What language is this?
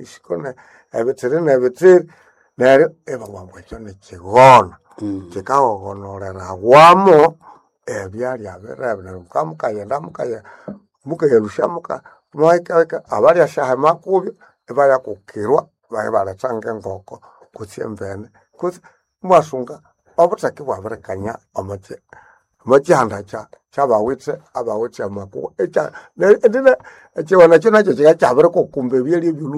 Nande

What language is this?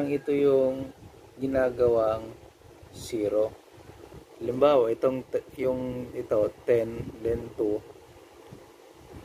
Filipino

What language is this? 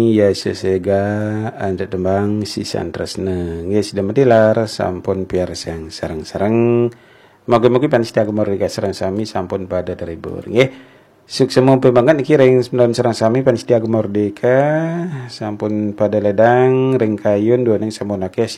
Balinese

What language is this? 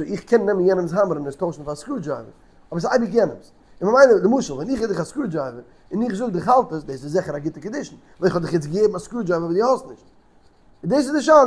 Yiddish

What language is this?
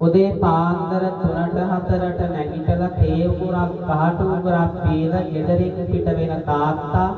Sinhala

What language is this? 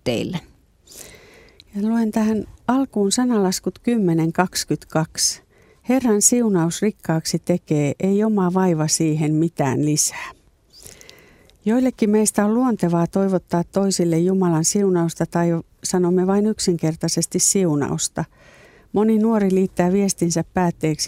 Finnish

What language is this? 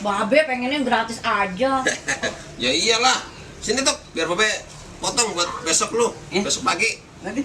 Betawi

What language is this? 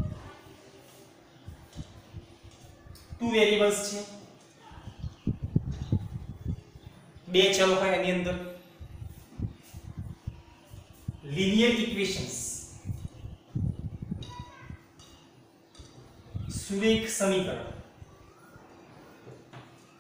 Gujarati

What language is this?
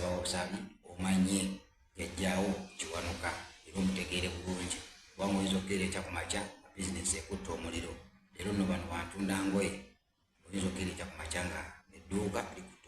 Ganda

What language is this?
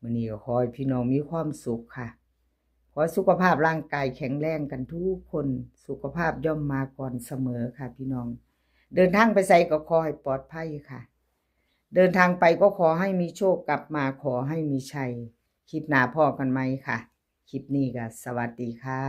Northeastern Thai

